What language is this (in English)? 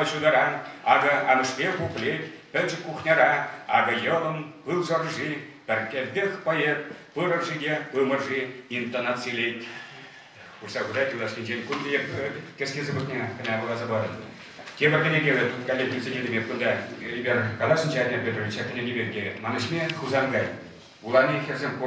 Chuvash